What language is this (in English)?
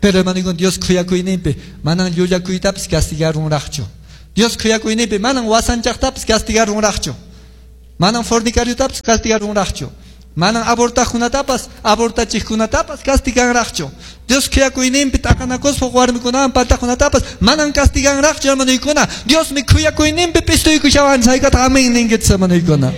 Quechua